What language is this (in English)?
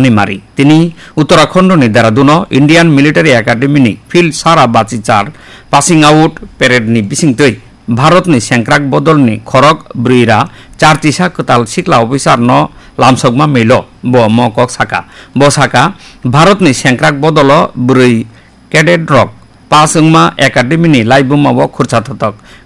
Kok Borok